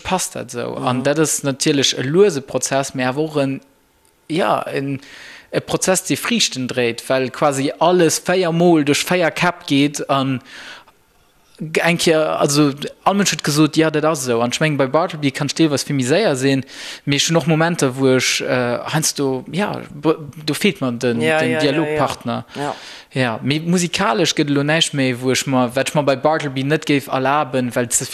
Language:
Luxembourgish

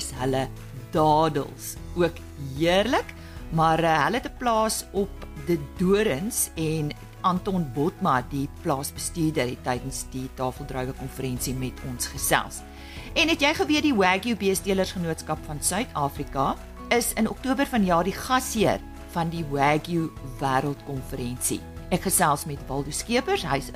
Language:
Afrikaans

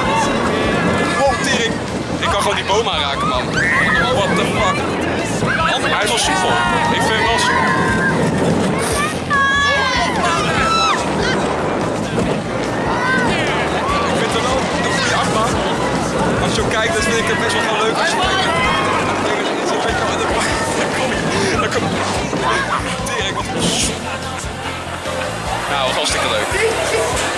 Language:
Dutch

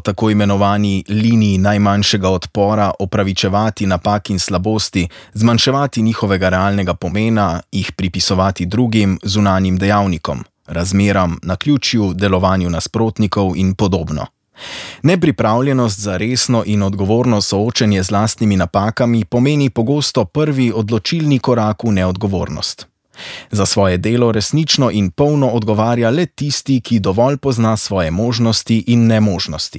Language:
Slovenian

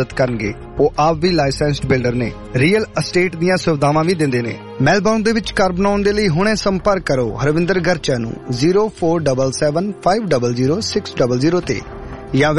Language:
Punjabi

